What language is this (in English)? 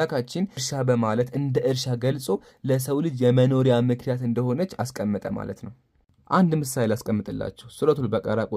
Amharic